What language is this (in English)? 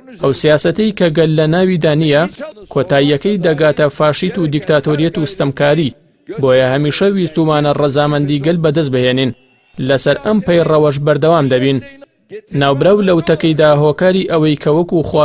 Central Kurdish